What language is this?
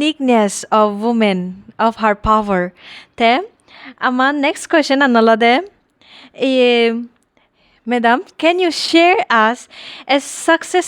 Chakma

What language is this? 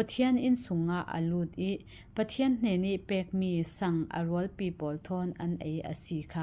Falam Chin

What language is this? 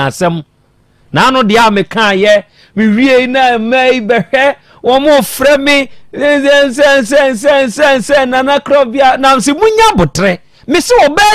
Akan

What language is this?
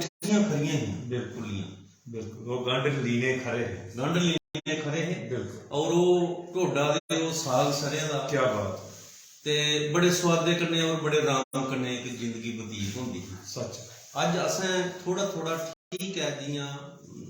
Dogri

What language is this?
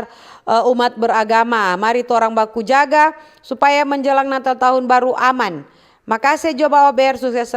Manado Malay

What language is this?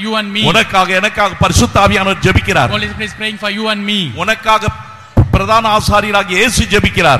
Tamil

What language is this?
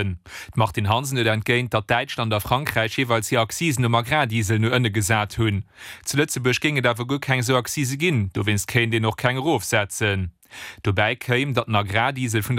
Luxembourgish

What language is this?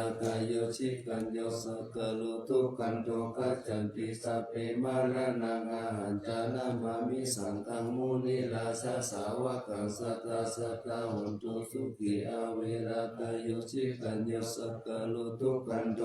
Pali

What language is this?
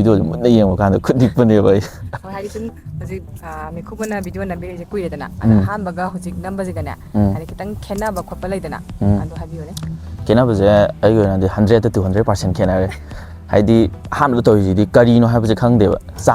Manipuri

